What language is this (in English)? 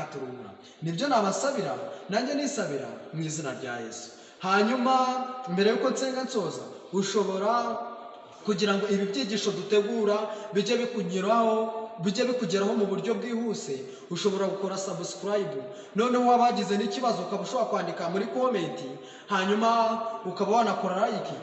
Kinyarwanda